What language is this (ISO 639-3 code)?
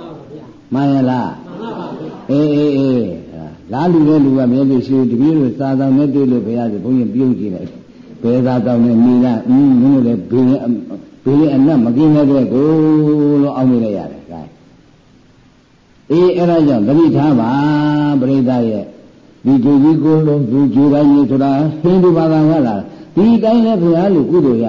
mya